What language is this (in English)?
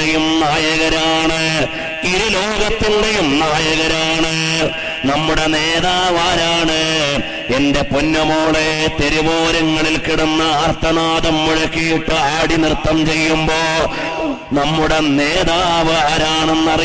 Malayalam